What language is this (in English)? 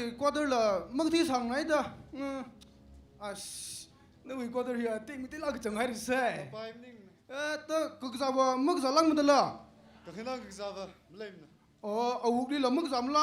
Tangkhul Naga (India)